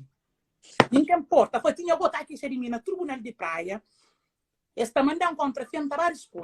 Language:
Kabuverdianu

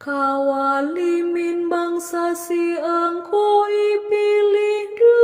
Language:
Batak Karo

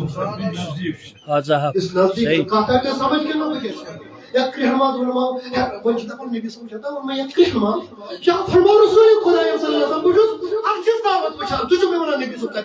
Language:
Kashmiri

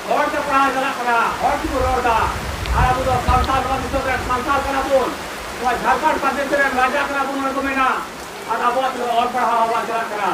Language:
Santali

